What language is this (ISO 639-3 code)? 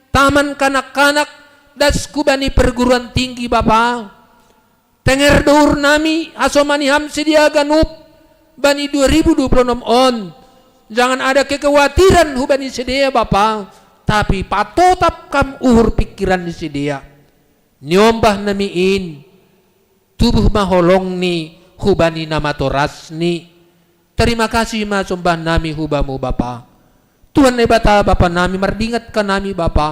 bts